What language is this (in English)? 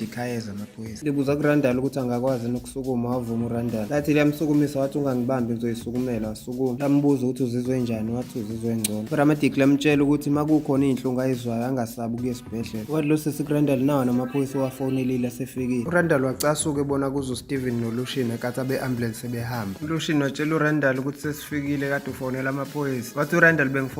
Zulu